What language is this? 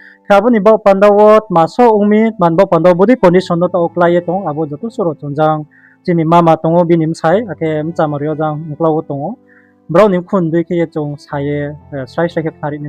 Riang (India)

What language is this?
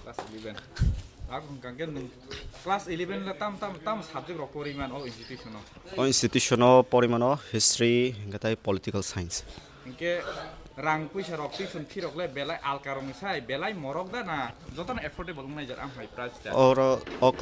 Kok Borok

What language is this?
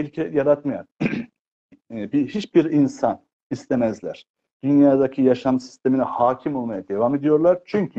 Turkish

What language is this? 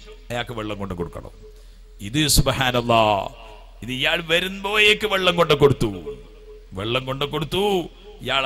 Malayalam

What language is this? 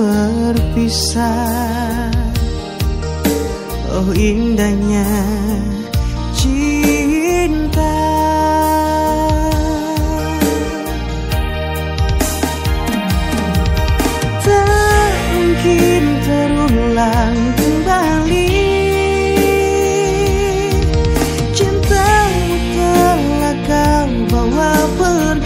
Indonesian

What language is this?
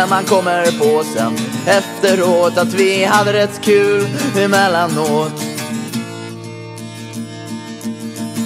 Swedish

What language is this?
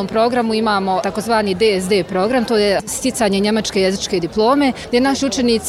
Bosnian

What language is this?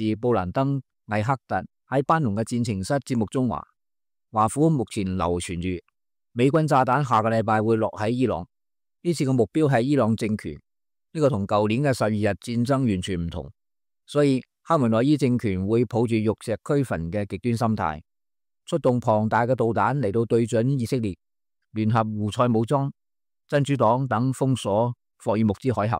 Cantonese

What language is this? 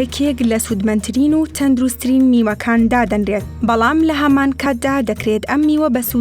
Central Kurdish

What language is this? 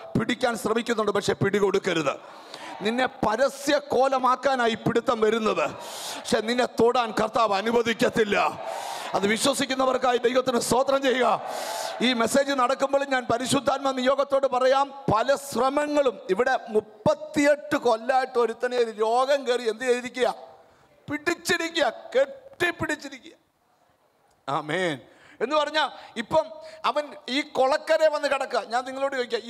Malayalam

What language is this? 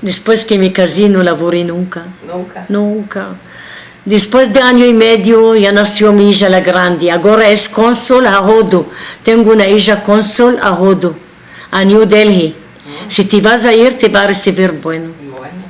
Ladino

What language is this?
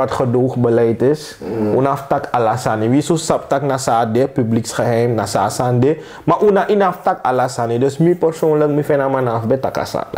Sranan Tongo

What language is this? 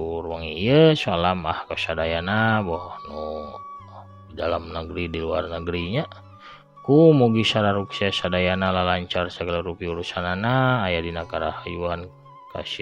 Sundanese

